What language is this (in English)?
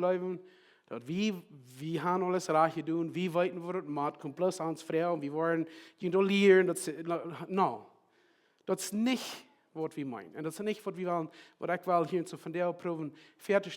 Plautdietsch